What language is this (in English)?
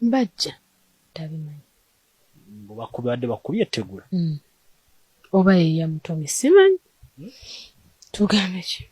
Ganda